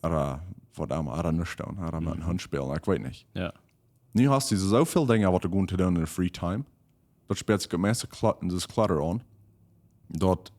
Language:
Plautdietsch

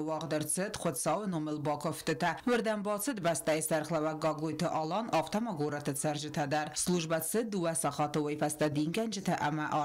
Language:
Ossetic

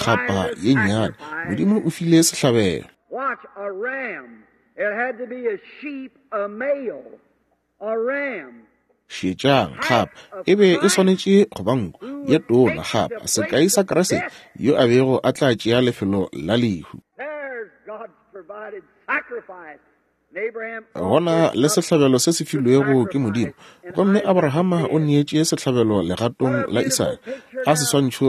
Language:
Northern Sotho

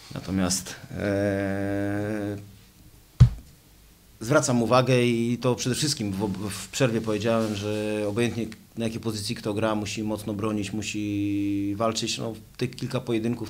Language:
Polish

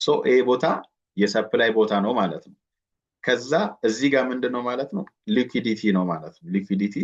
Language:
Amharic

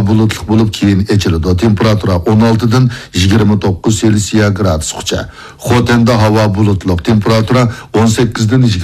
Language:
Uyghur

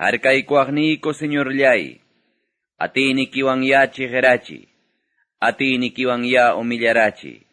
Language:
Quechua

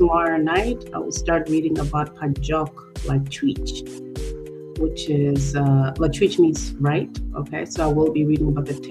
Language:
Acoli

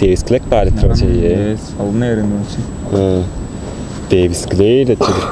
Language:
Tuvinian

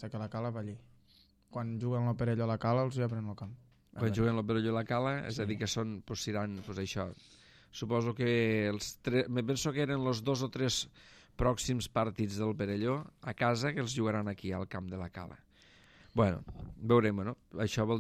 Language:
Catalan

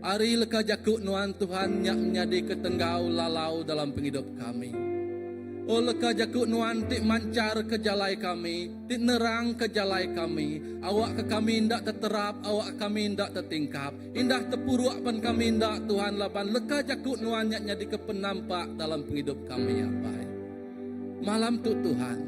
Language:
Iban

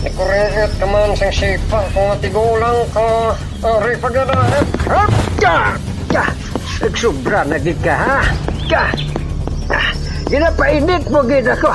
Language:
Hiligaynon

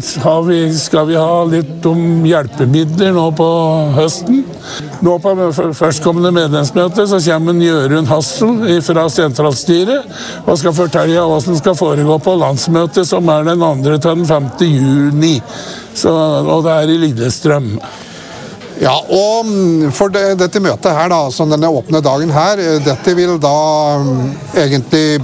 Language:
Norwegian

